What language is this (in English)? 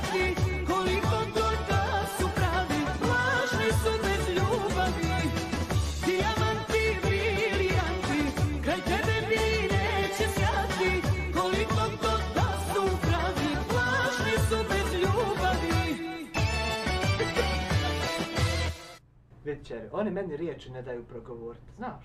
Croatian